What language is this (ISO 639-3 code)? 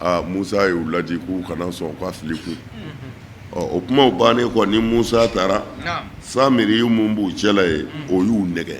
bam